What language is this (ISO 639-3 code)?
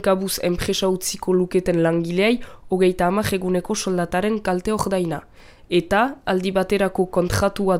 eus